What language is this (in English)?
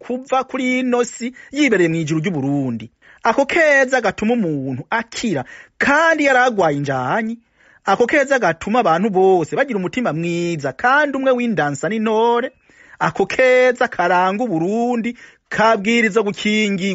Rundi